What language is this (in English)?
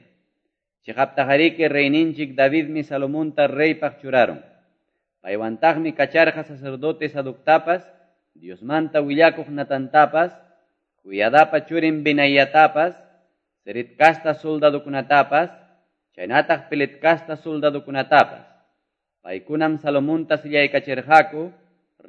Quechua